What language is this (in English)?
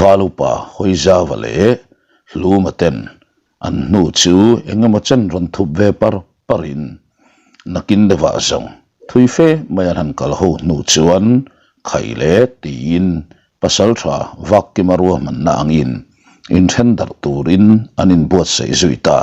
Mizo